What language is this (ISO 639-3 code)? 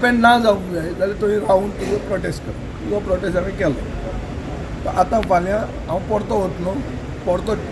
kok